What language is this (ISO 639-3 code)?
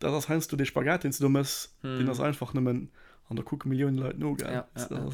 ltz